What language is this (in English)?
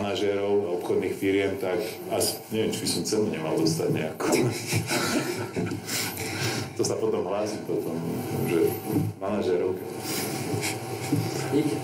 Slovak